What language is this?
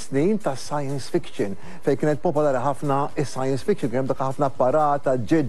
Maltese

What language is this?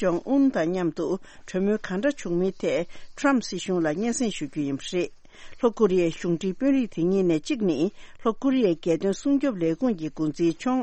Tibetan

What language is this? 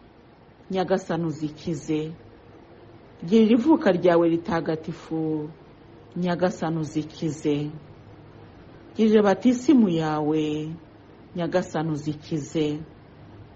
Kinyarwanda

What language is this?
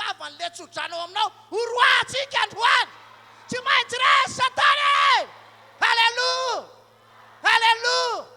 Malagasy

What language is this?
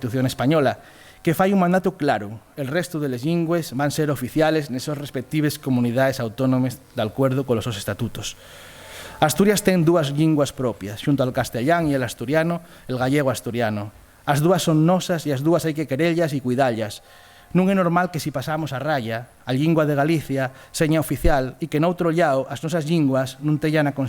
Asturian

